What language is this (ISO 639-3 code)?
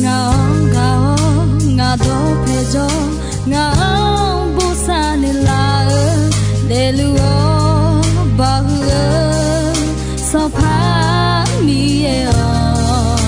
ahk